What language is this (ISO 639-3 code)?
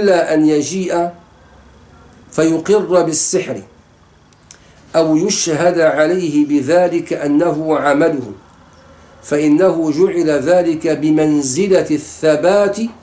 ara